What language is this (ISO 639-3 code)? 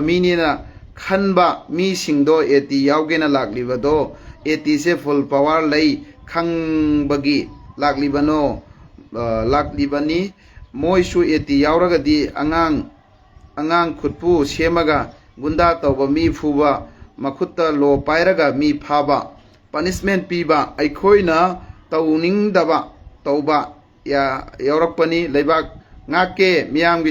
mni